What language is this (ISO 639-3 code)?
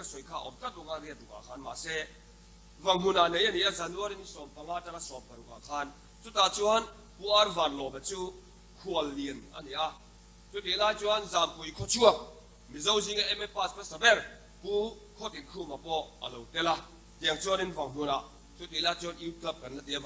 lus